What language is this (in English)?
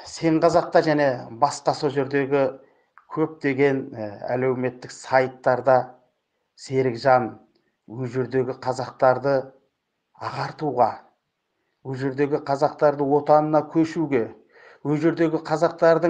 Kazakh